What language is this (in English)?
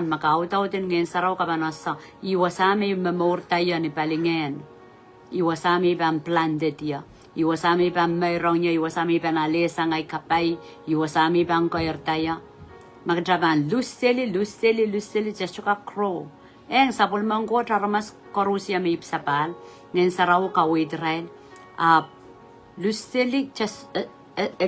Pohnpeian